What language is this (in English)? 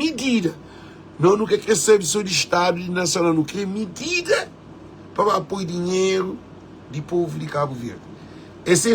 Kabuverdianu